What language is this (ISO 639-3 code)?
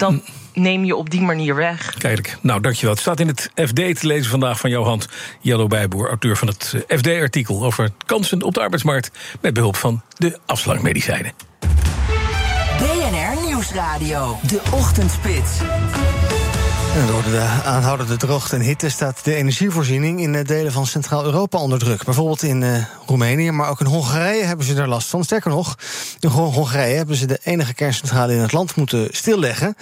nld